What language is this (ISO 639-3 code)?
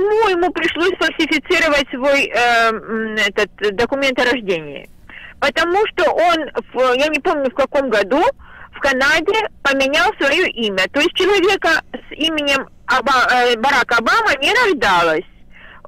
rus